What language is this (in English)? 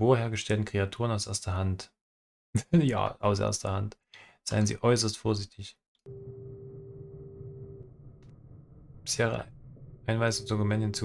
German